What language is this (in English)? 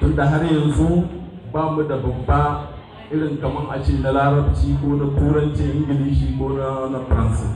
Hausa